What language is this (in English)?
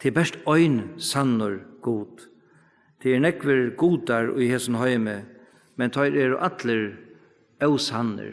Faroese